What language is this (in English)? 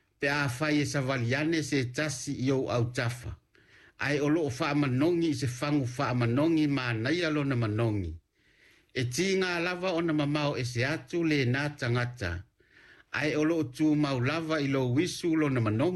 Samoan